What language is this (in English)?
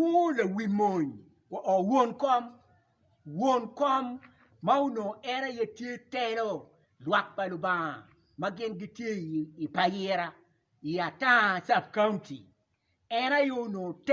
Acoli